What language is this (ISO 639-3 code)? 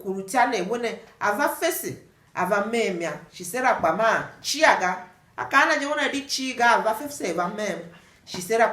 tiv